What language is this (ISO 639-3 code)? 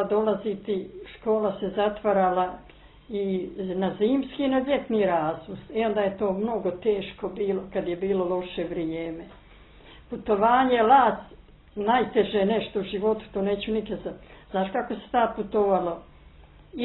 bos